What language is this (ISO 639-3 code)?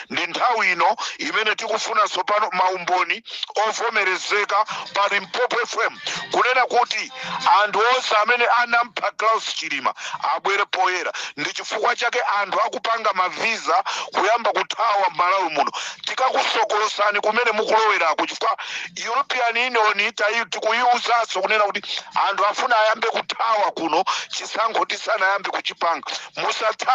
nya